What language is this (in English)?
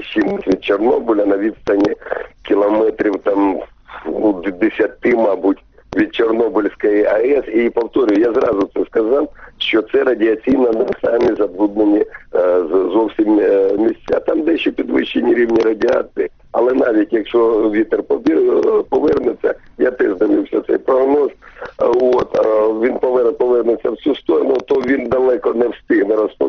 Ukrainian